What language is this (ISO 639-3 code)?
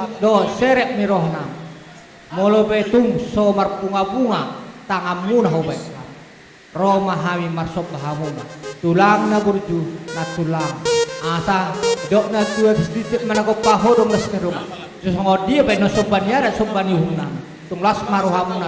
bbc